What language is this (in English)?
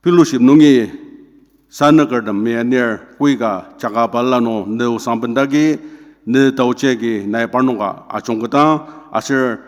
Ao Naga